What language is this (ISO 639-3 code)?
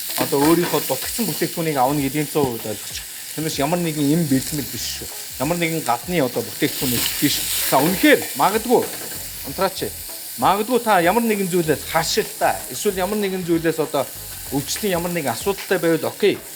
mon